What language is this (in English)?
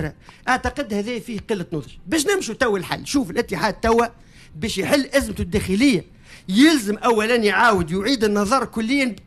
Tunisian Arabic